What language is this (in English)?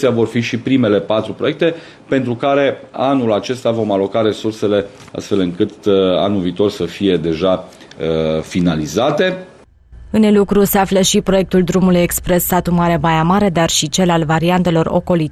Romanian